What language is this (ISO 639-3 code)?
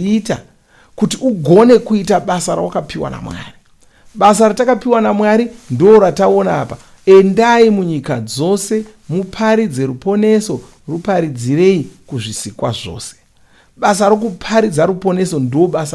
sna